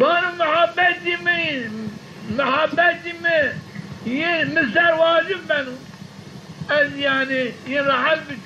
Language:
Zaza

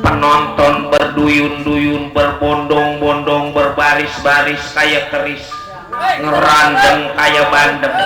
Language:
Betawi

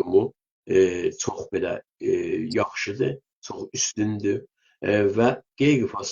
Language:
South Azerbaijani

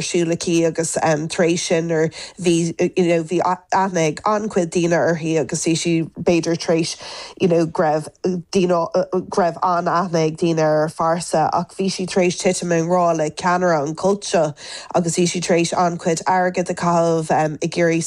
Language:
Irish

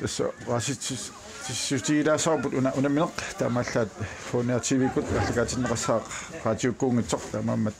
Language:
Kalaallisut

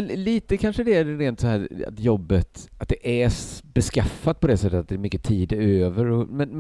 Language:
Swedish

